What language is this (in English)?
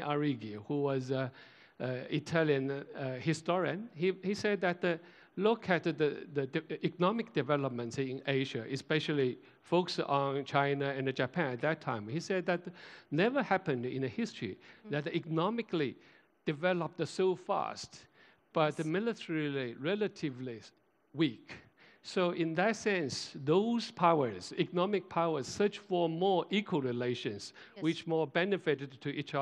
English